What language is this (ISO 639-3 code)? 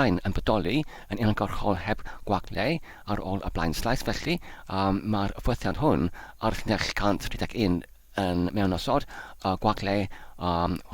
cym